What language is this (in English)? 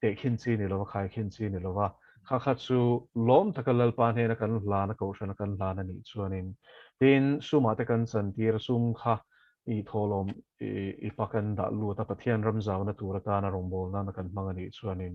Mizo